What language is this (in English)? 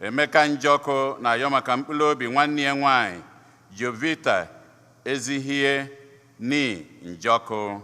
Igbo